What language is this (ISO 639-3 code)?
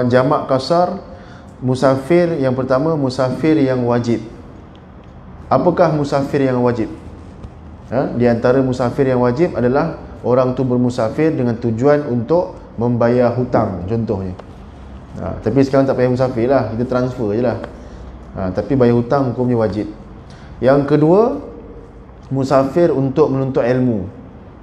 msa